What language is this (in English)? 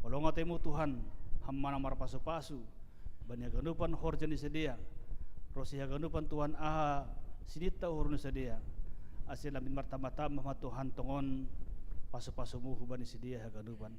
Batak Simalungun